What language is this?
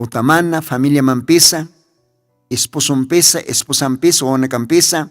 Aymara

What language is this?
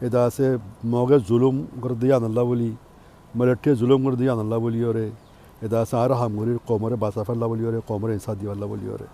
Rohingya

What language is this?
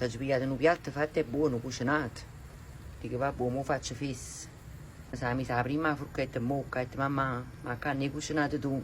Neapolitan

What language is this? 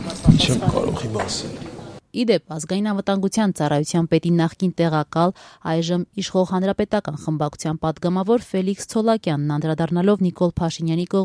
Armenian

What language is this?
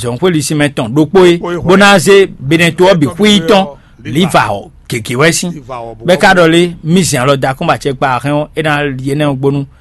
Fon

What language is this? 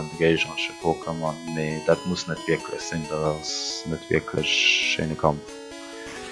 Luxembourgish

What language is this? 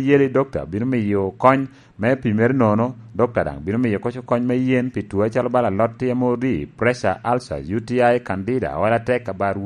Lango (Uganda)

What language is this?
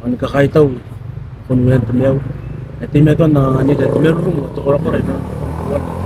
Gilbertese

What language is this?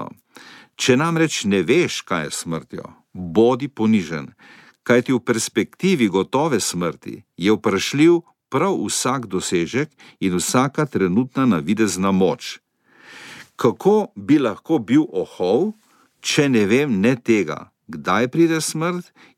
Slovenian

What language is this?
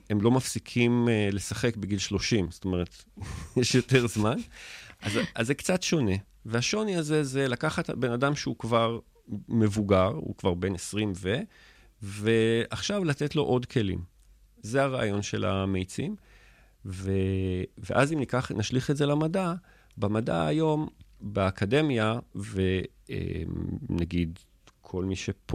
Hebrew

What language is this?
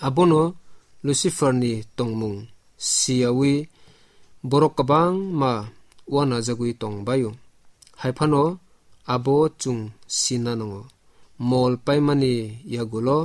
Kok Borok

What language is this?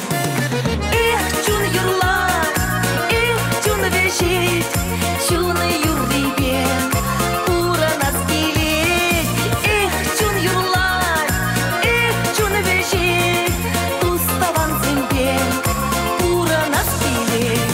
Chuvash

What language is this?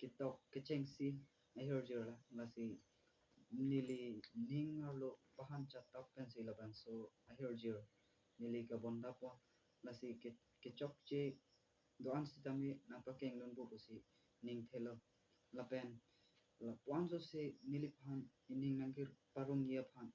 Karbi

